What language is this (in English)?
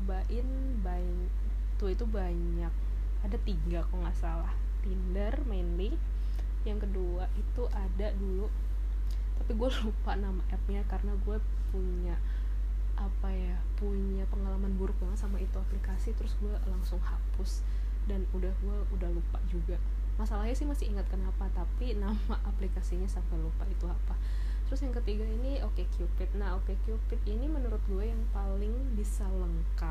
Indonesian